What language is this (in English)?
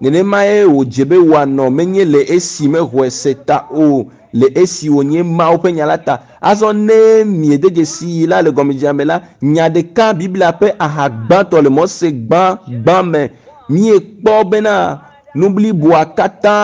Ewe